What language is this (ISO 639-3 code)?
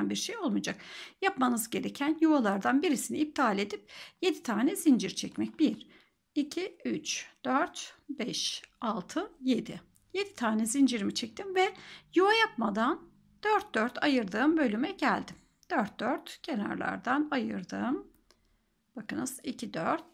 tur